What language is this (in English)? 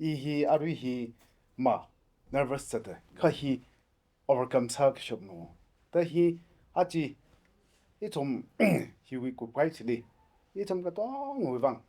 Tangkhul Naga (India)